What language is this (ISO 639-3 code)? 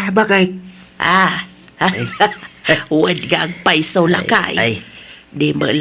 ilo